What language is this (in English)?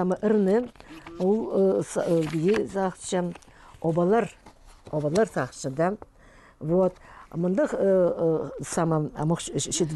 Khakas